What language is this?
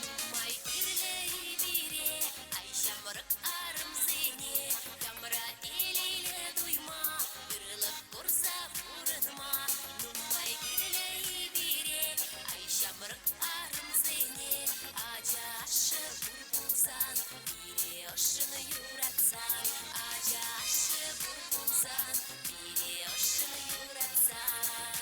Chuvash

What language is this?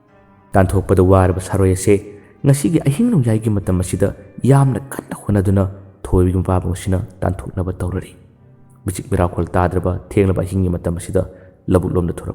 Manipuri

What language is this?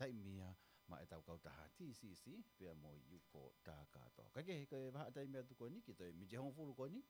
Tongan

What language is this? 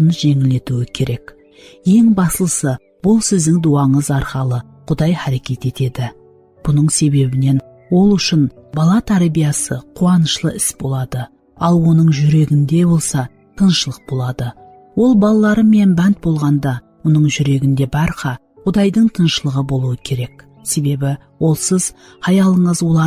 Kara-Kalpak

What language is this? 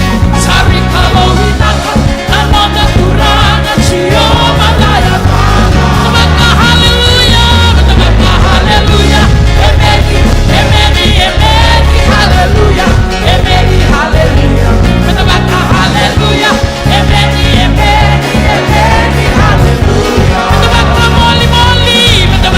Fijian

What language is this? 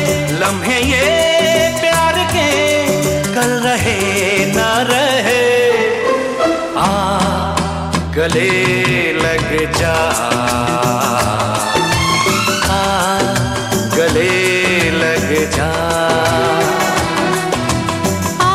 Hindi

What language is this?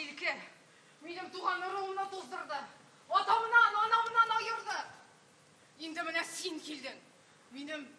Tatar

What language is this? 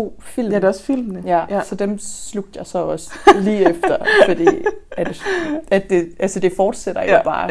Danish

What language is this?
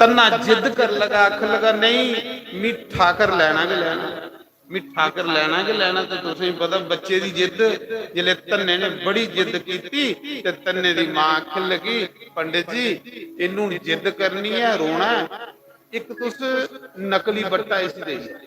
Dogri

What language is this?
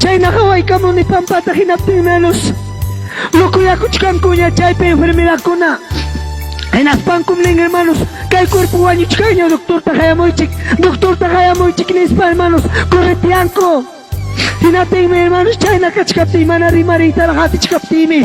Ayacucho Quechua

